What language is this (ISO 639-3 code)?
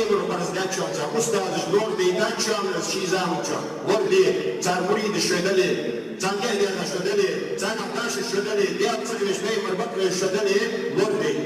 inh